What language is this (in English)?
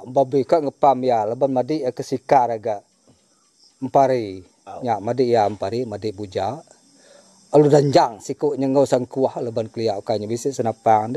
Iban